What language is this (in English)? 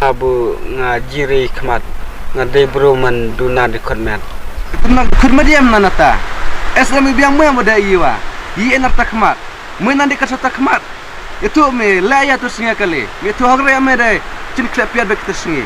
Khasi